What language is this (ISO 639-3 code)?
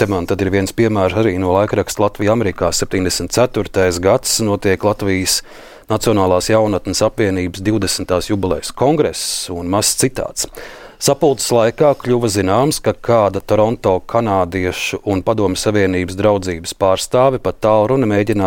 lav